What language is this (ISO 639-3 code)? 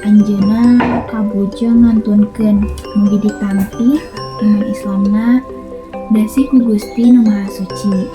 sun